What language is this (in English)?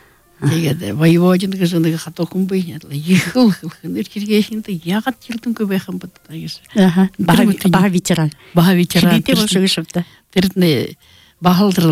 Buriat